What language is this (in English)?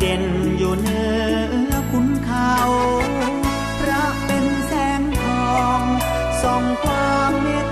Thai